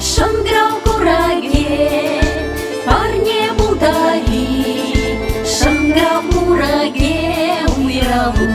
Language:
Chuvash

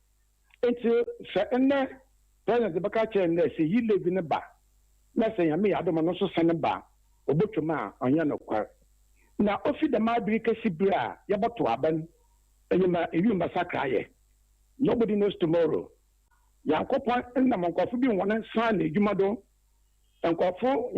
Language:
Akan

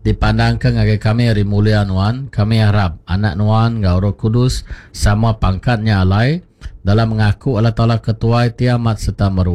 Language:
Iban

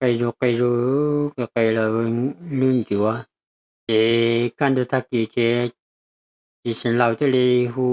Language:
Hmong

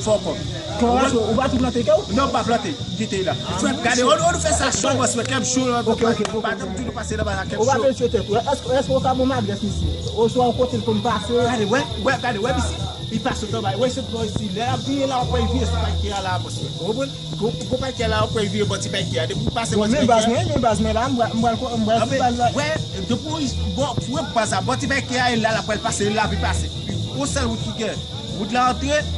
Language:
Haitian Creole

